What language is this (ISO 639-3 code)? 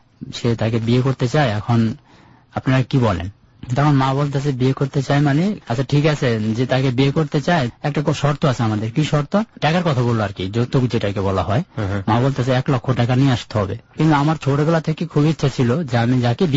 ben